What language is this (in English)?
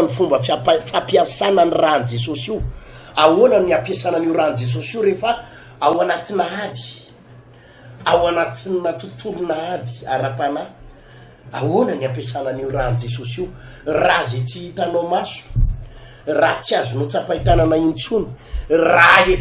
Malagasy